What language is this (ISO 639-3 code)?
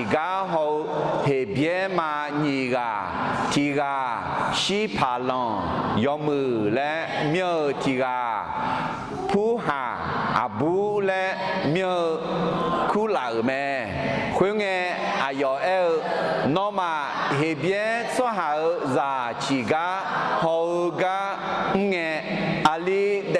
ahk